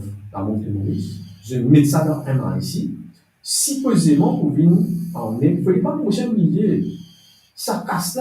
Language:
Morisyen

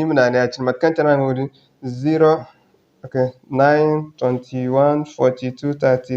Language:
Zarma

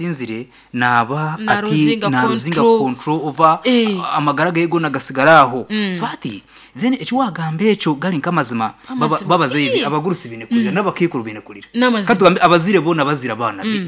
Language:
Nyankole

